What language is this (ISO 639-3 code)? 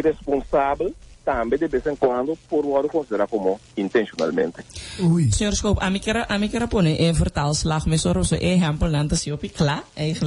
pap